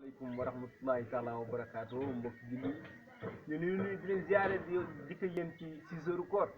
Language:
Wolof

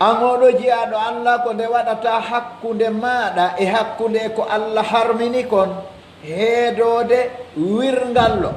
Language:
Pular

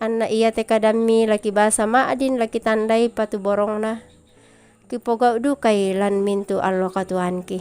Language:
Toraja-Sa'dan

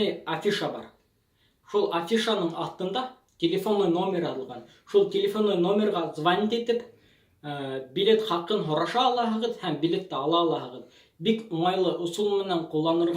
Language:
Bashkir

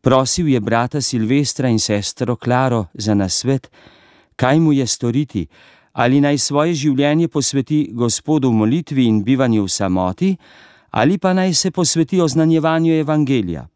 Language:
Slovenian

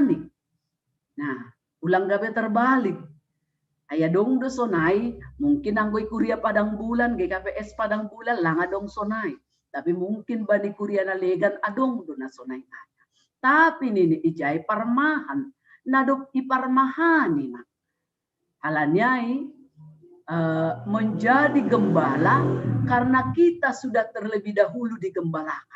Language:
Batak Simalungun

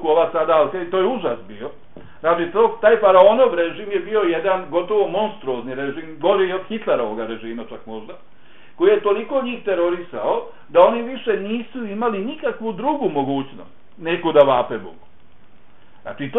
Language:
Bosnian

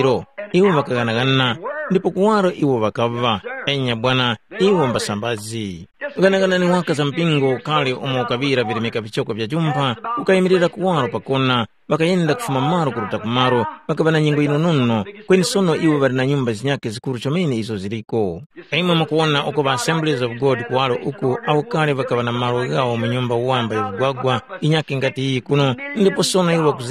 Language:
Tumbuka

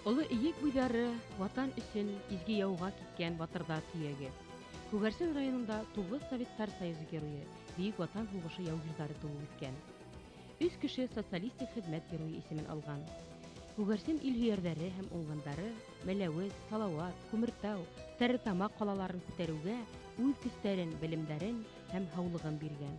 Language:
Bashkir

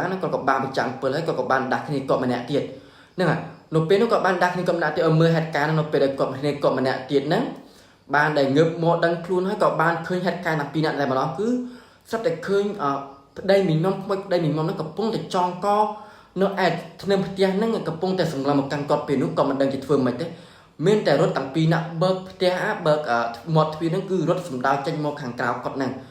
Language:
Khmer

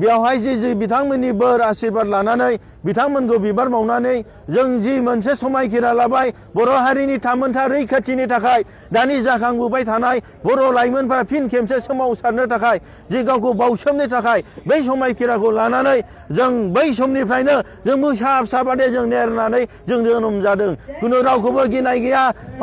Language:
Bodo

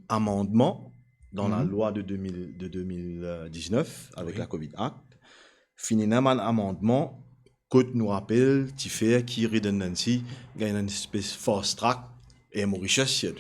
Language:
Morisyen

